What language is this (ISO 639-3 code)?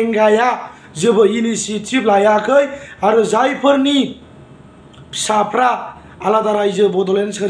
brx